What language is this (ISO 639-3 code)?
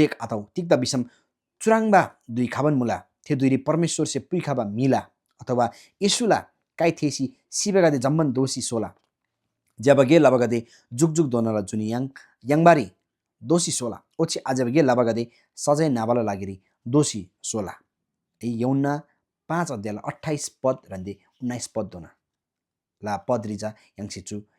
taj